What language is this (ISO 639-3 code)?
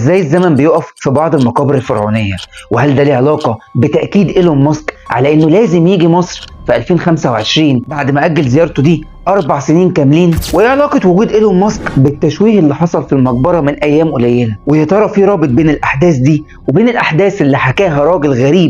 arz